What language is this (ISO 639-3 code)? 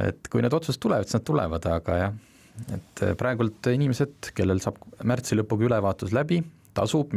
est